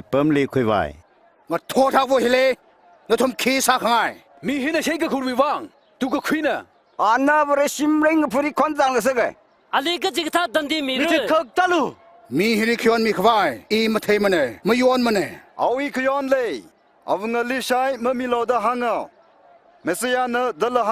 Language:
Tangkhul Naga (India)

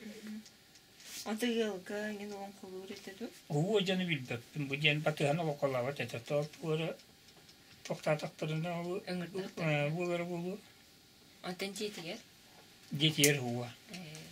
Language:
Yakut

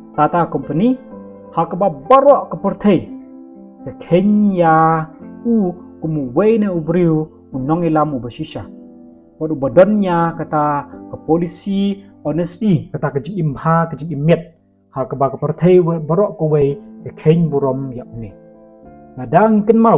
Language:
Khasi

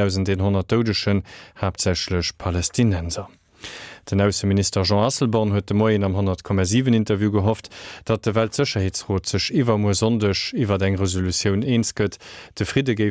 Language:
Luxembourgish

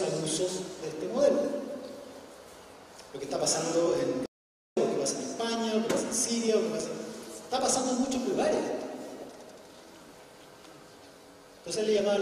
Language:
Spanish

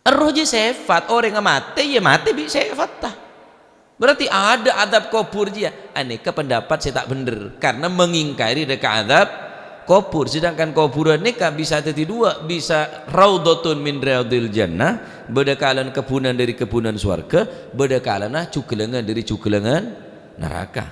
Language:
Madurese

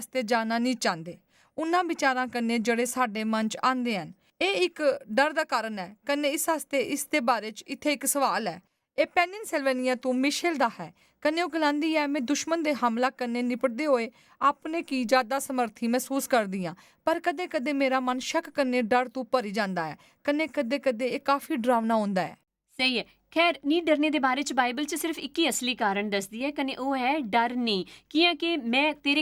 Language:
Dogri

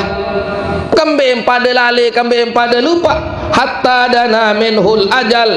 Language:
Sasak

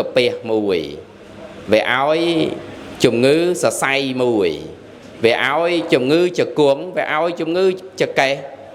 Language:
Khmer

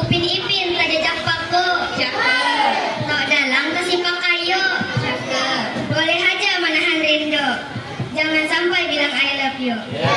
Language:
Banjar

